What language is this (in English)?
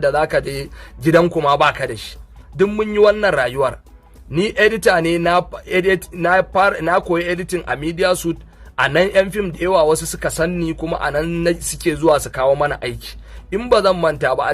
Hausa